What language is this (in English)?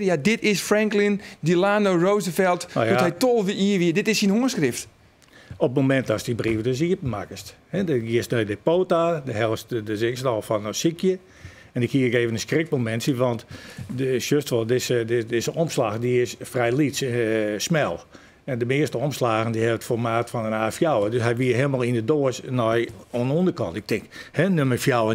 Western Frisian